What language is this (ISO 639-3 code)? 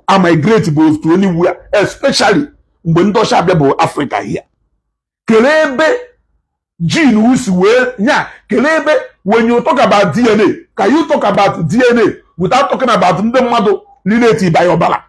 ibo